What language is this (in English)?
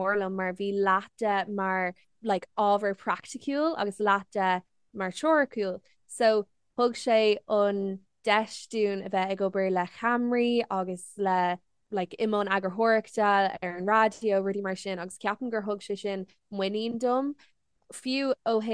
Irish